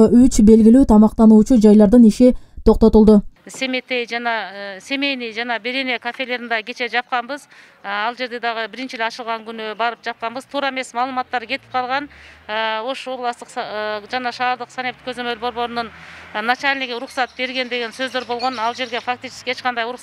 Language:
Kyrgyz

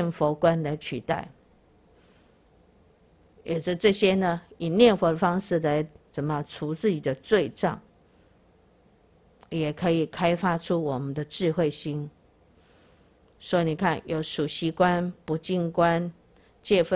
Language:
Chinese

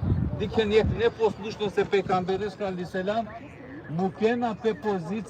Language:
Balkan Romani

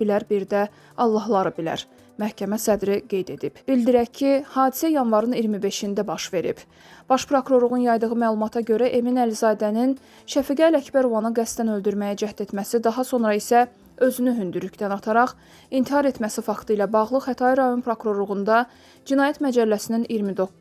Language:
Azerbaijani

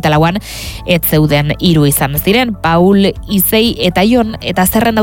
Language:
Basque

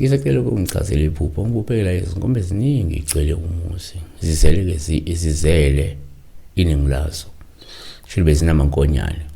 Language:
Zulu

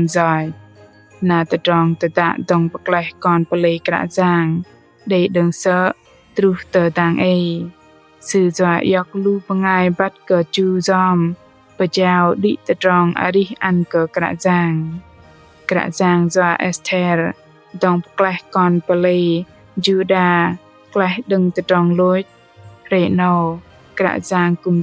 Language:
Bahnar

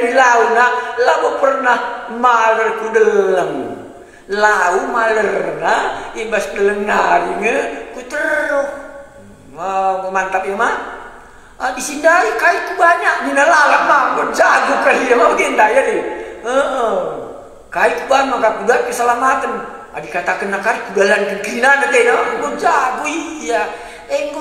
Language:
Batak Karo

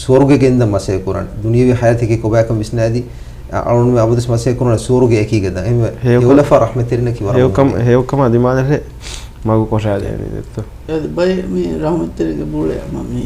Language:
Divehi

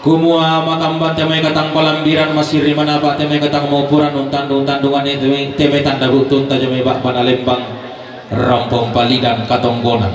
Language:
Toraja-Sa'dan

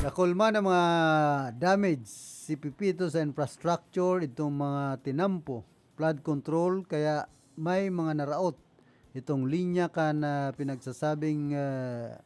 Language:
Bikol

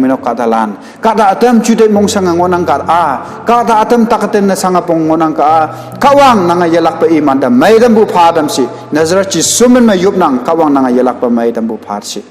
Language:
Konyak Naga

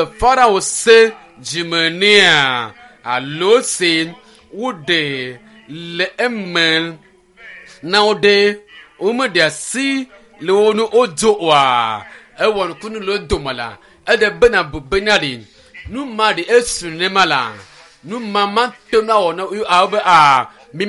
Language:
Ewe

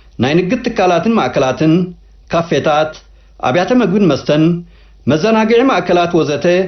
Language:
Tigrinya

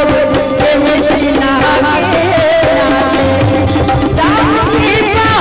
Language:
Maithili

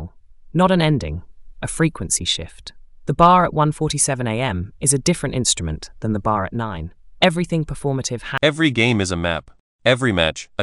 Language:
English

